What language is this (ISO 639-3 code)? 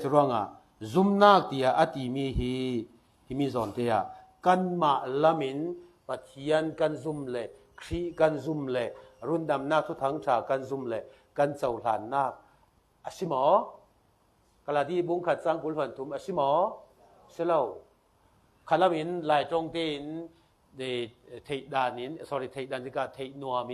cfm